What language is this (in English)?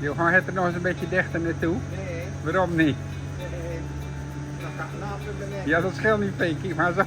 Zeelandic